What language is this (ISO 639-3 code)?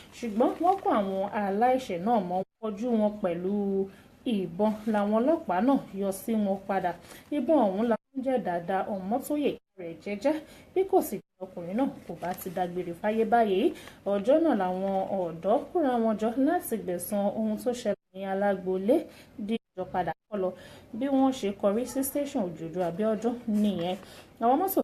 yor